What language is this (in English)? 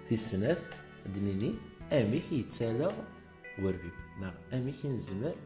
Kabyle